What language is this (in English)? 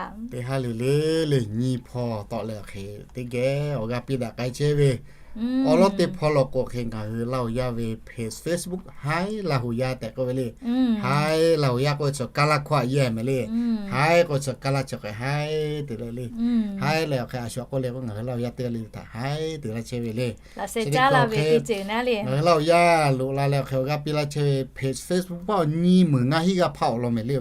Lahu